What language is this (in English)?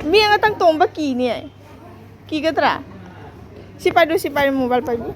Manipuri